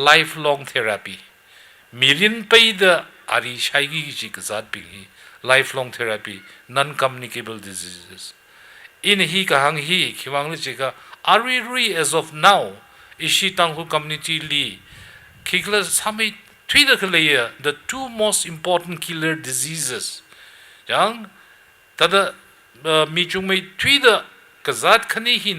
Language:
Tangkhul Naga (India)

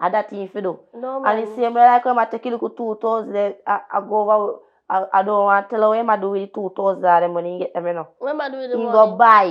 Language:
Jamaican Creole English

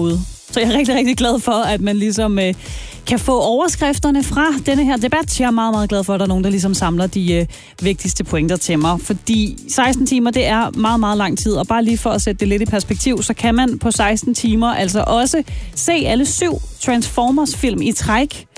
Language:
Danish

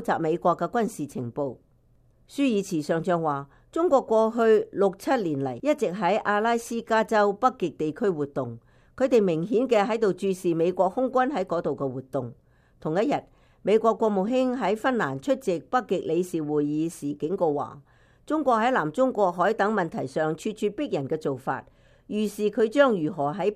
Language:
Cantonese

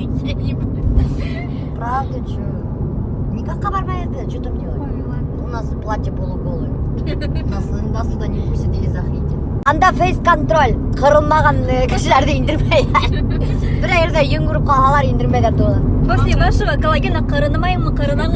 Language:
Bashkir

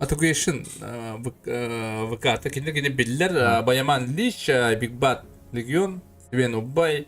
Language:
Yakut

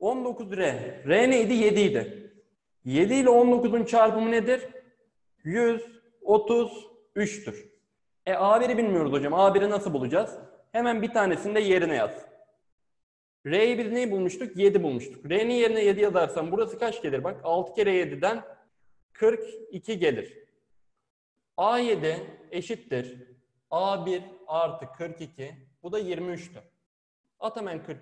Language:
Turkish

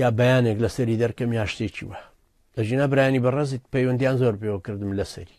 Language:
Central Kurdish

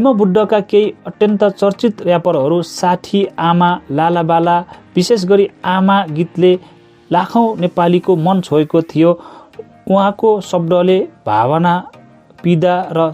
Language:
Nepali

